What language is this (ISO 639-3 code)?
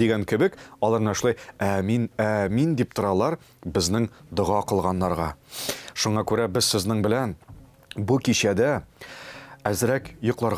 tat